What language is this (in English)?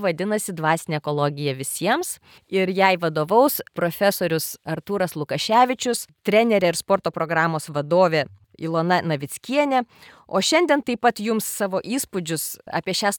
Lithuanian